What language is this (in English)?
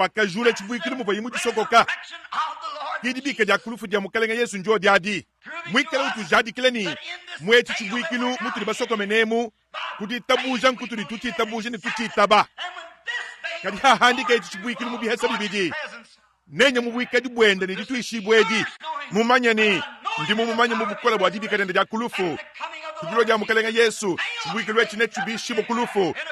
Luba-Lulua